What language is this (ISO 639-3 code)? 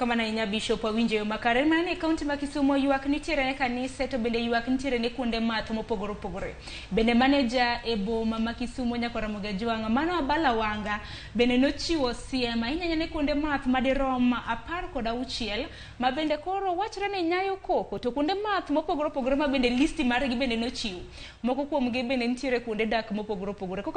luo